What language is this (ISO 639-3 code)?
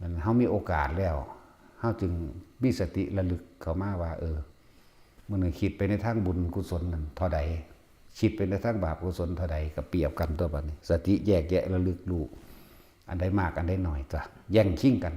tts